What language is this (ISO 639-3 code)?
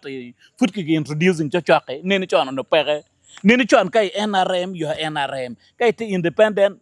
ach